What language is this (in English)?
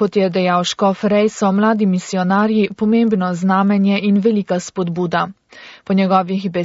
Slovenian